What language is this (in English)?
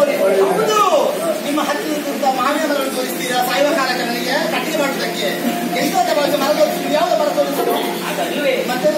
Kannada